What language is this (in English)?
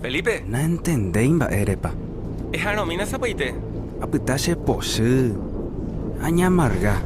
Guarani